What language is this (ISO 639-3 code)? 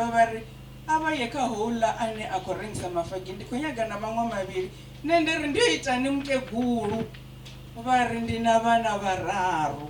ven